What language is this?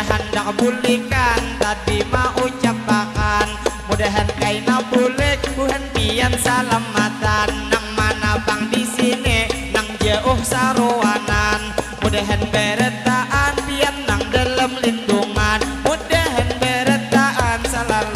Banjar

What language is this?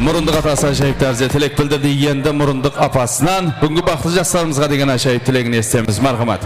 Kara-Kalpak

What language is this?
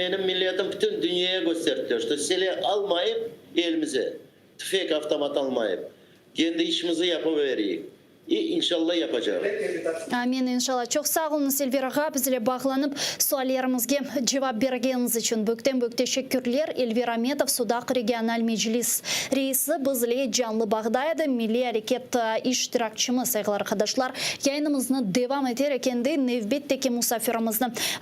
Crimean Tatar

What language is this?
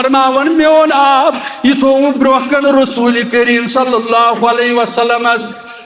Kashmiri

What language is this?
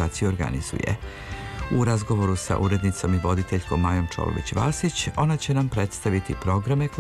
Serbian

